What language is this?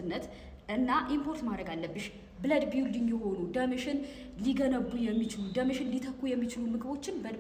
Amharic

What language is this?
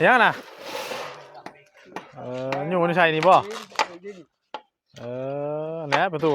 Northeastern Thai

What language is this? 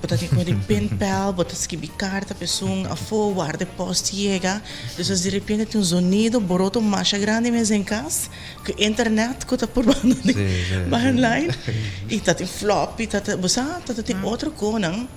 Papiamento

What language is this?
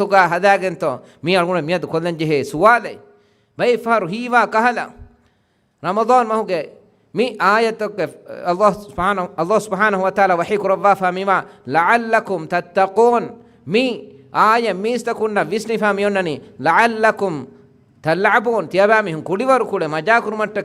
Divehi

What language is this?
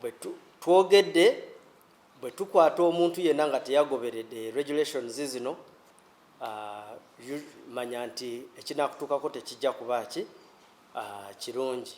Ganda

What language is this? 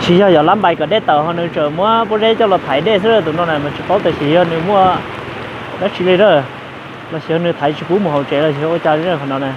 Hmong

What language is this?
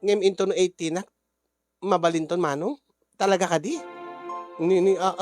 Iloko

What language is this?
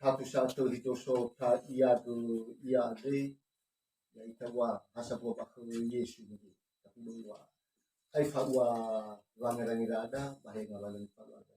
Nias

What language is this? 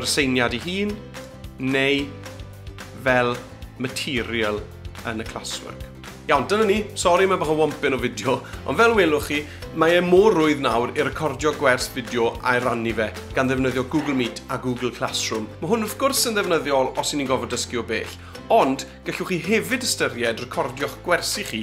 Welsh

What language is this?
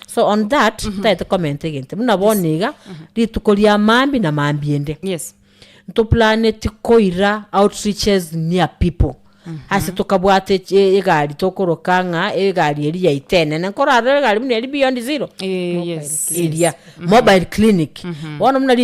Gusii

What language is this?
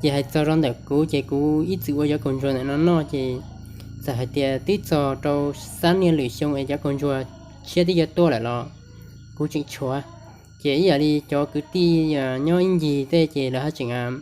Hmong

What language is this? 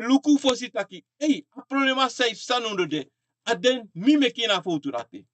Sranan Tongo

